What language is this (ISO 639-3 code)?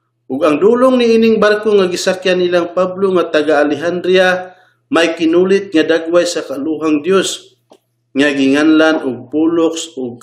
ceb